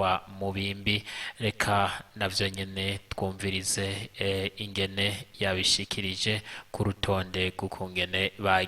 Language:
Rundi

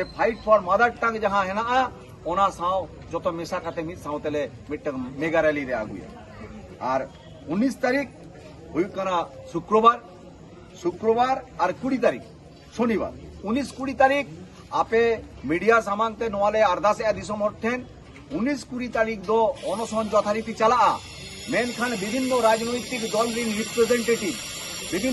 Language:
Santali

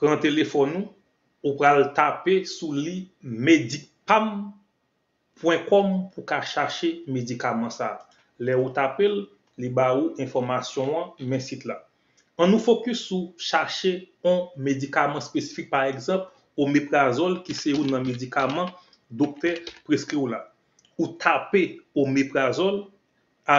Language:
Haitian Creole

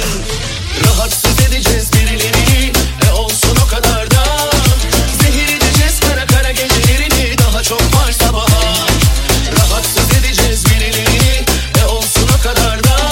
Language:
Turkish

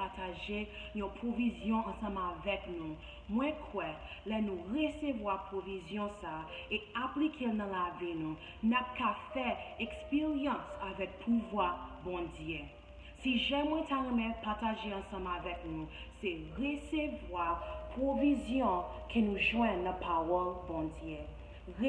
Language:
Haitian Creole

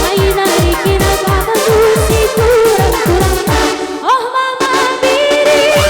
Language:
Batak Karo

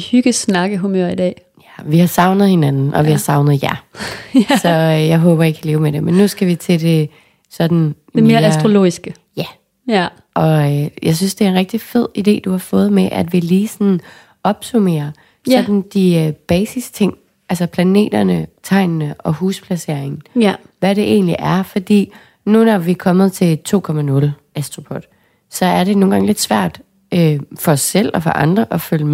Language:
Danish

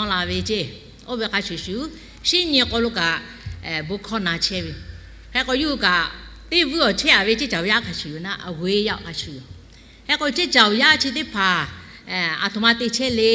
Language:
Lahu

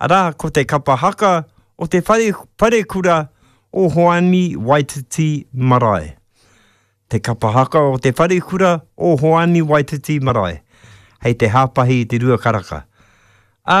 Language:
Māori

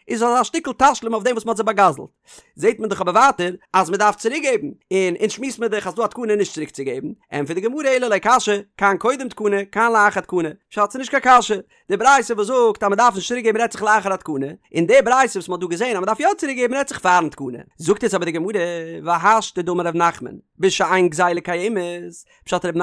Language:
Yiddish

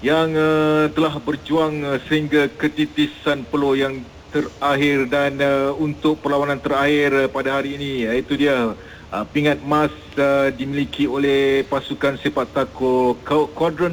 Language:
Malay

